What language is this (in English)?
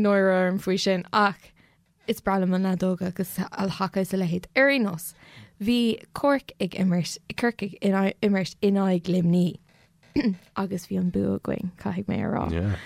Irish